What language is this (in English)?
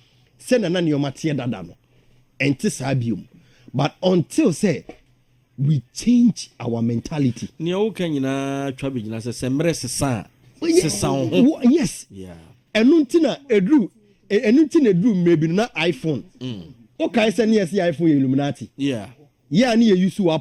Akan